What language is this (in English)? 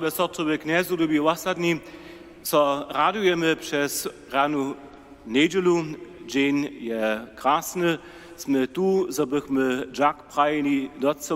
Upper Sorbian